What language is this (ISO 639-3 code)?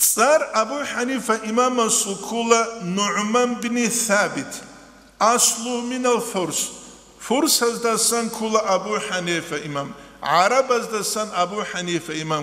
ava